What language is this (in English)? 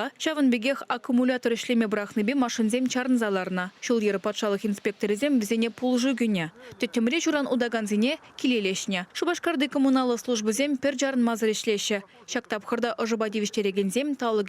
Chuvash